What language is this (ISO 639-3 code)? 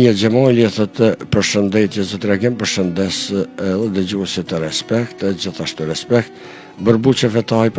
sqi